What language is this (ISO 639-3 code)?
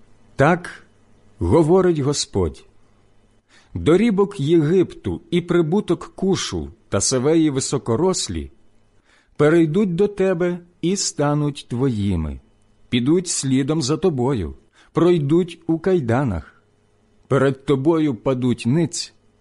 ukr